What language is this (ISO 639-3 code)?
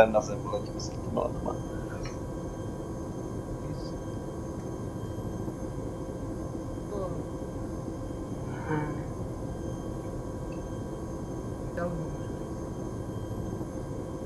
ces